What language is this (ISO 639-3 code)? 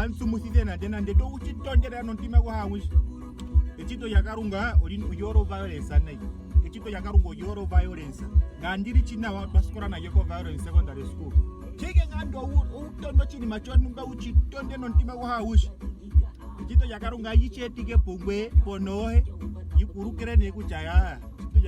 ndo